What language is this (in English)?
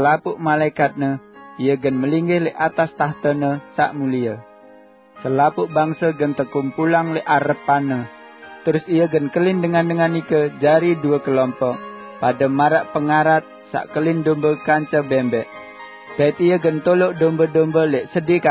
Sasak